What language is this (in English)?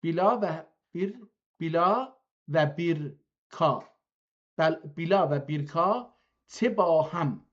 South Azerbaijani